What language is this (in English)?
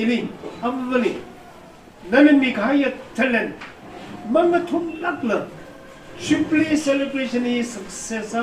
Tangkhul Naga (India)